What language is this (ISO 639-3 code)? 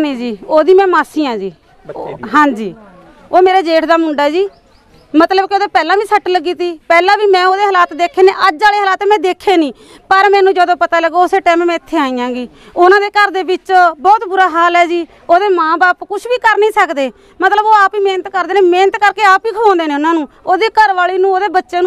pan